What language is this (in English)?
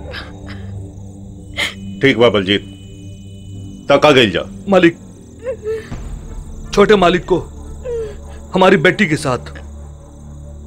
Bhojpuri